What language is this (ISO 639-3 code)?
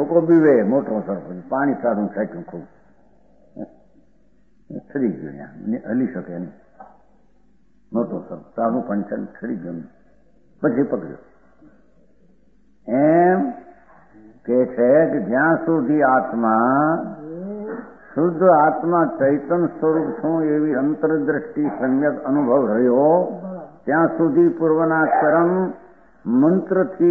guj